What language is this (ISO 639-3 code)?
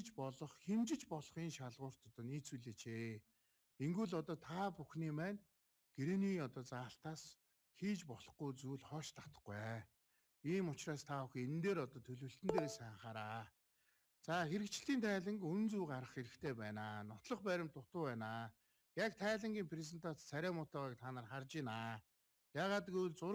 mon